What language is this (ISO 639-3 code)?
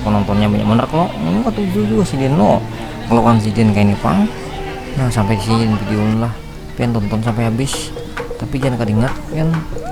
bjn